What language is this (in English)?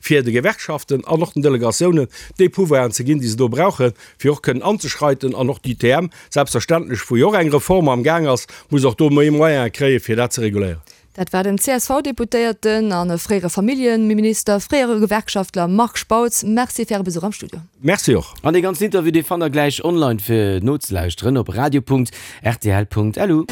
Luxembourgish